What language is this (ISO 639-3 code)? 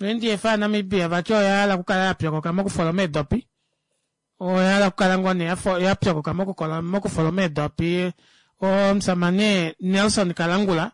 kua